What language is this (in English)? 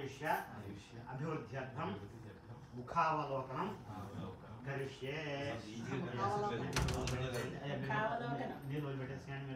Telugu